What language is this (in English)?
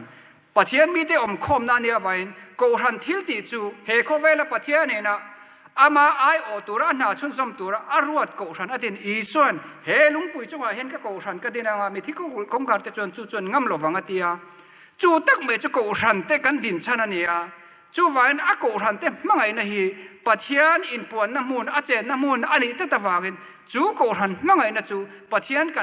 Mizo